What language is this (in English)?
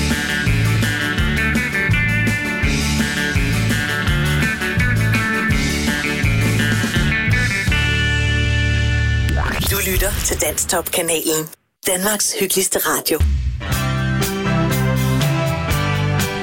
Danish